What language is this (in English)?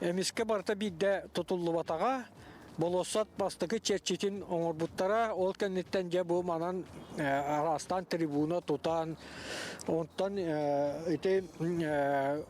Yakut